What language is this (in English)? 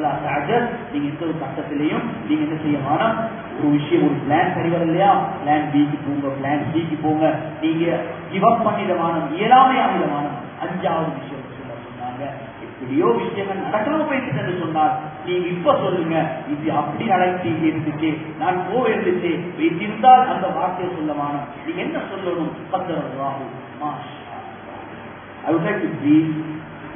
Tamil